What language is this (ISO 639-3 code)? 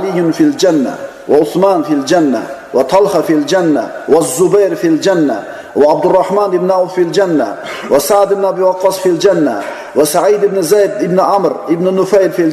uzb